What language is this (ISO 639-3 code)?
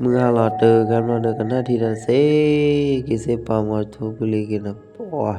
ksw